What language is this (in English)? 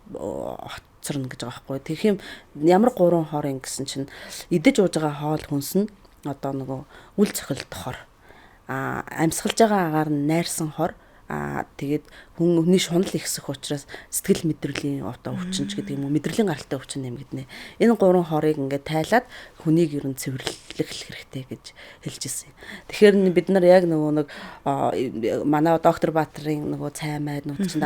Mongolian